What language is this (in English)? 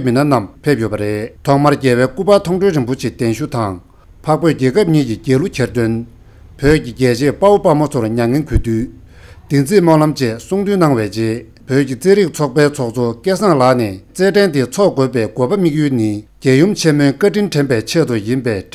Tibetan